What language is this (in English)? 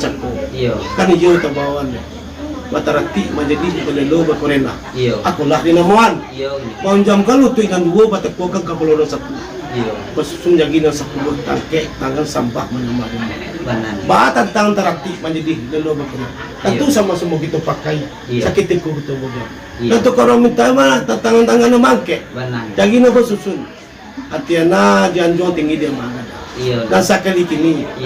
Minangkabau